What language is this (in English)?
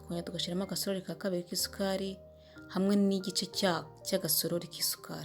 Kinyarwanda